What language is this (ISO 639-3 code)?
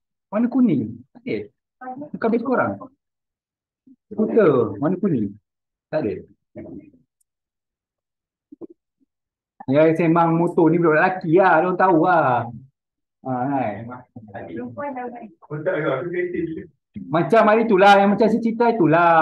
msa